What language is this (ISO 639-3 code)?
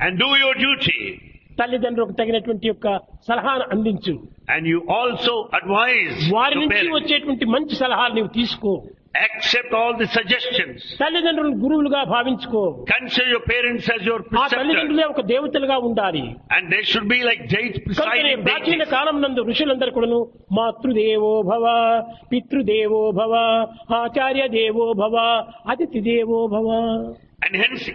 tel